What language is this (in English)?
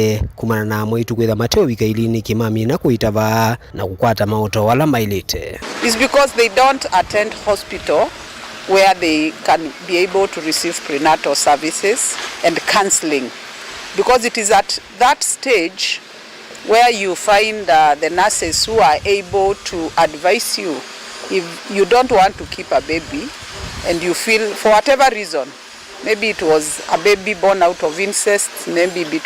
Kamba